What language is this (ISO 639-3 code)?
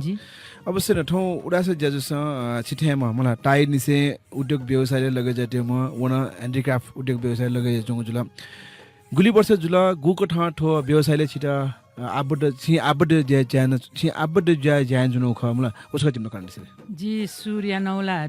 new